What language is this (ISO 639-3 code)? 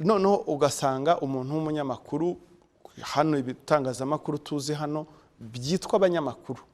kin